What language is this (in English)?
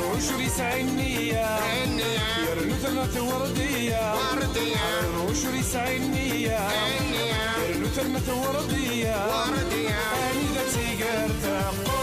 Kabyle